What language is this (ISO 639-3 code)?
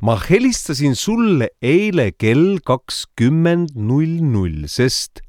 est